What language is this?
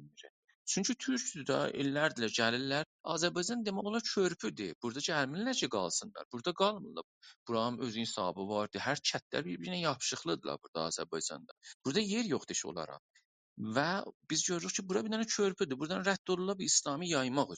South Azerbaijani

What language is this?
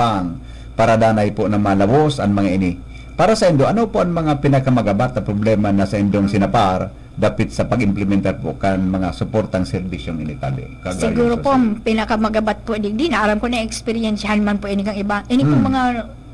Bikol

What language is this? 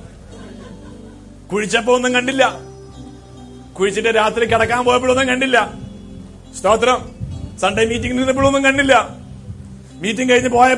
Malayalam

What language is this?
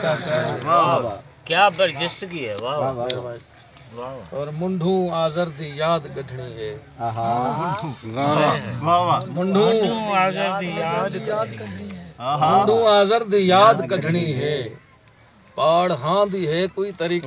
Saraiki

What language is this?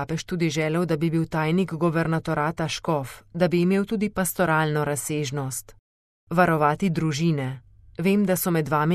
Slovenian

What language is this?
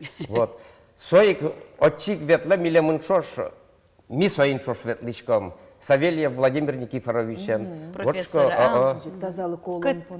Udmurt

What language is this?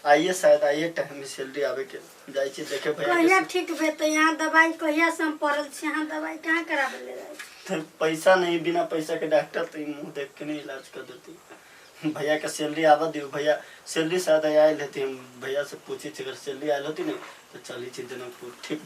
Maithili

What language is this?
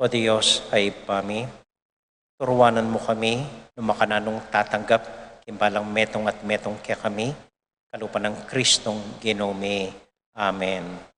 Pampanga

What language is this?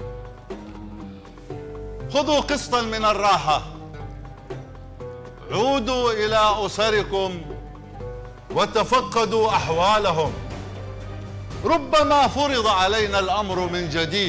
Arabic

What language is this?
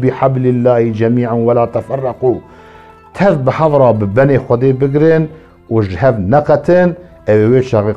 Kurdish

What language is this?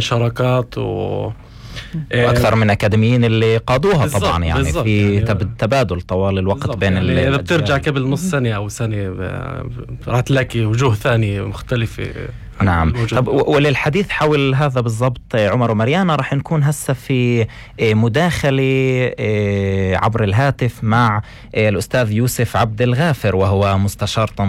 North Levantine Arabic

